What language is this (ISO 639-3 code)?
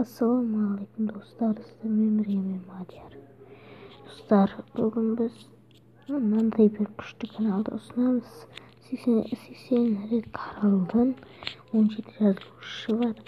kaz